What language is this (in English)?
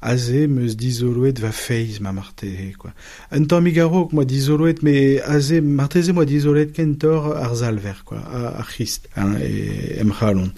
Breton